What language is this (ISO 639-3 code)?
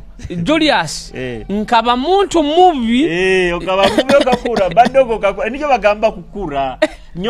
nyo